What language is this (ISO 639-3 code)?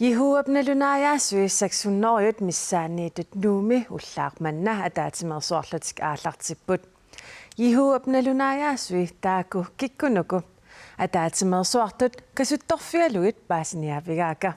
kal